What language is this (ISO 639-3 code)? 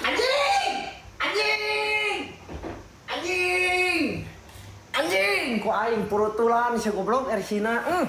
sun